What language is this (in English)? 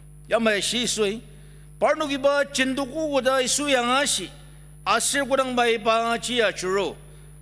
Ao Naga